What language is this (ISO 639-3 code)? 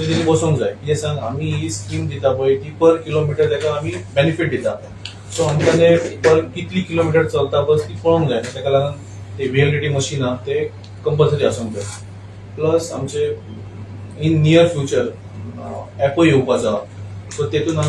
kok